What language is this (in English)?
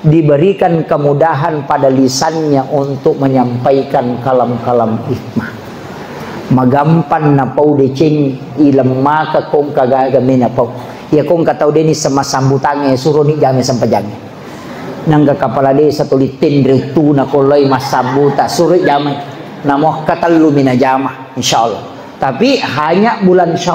Buginese